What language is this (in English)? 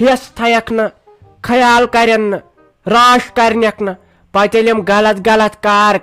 Kashmiri